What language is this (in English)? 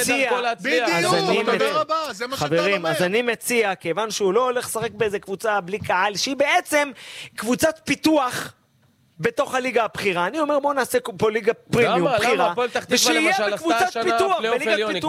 Hebrew